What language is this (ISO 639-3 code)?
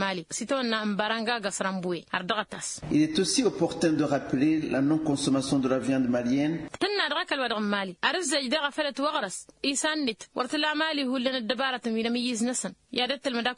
taq